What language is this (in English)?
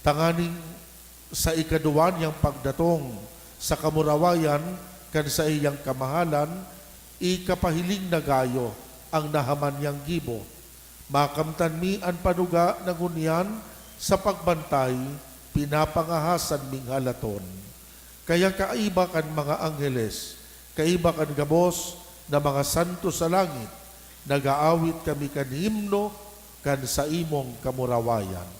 Bikol